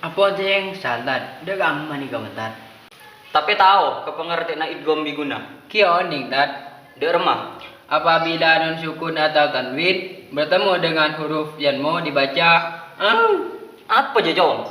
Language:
Madurese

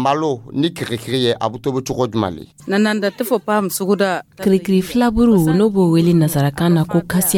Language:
Dyula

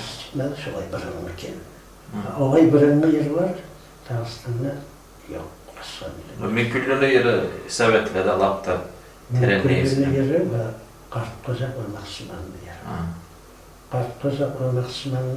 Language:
Kumyk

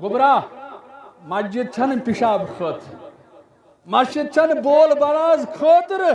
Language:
Kashmiri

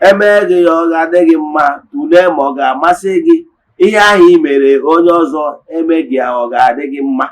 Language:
Igbo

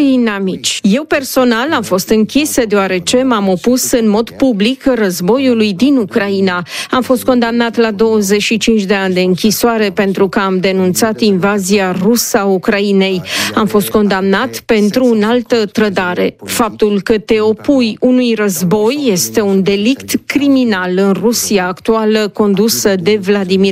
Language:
Romanian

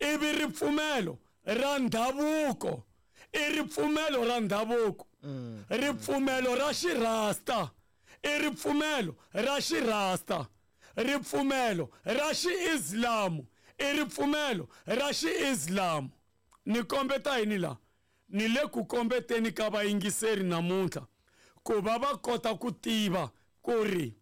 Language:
Tsonga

